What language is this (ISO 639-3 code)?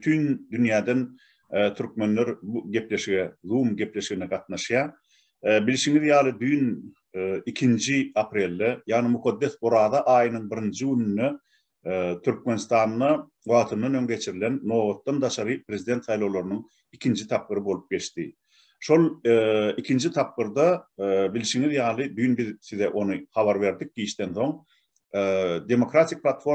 tuk